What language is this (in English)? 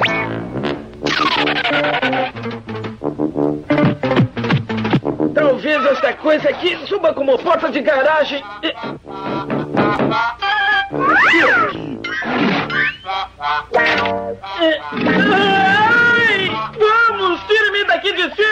Portuguese